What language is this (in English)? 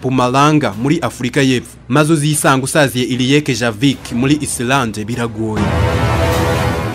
Kinyarwanda